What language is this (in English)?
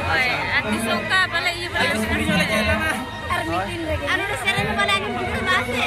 Santali